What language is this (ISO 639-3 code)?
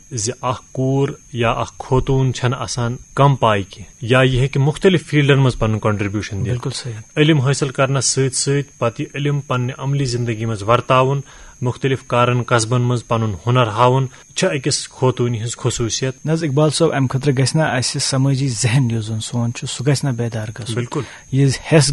kas